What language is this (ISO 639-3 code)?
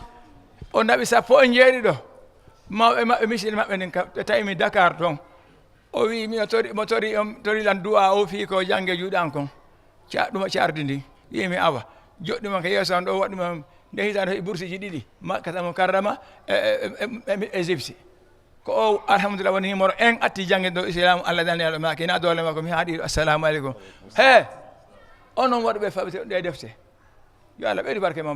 ful